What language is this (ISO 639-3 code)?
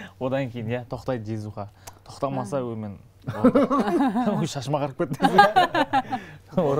kaz